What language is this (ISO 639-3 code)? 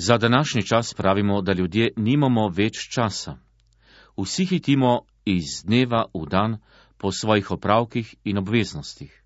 slv